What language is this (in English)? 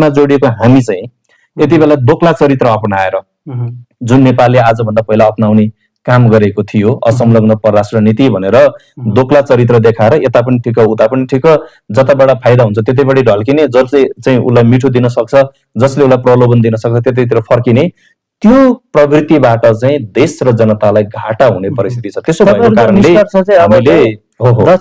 Nepali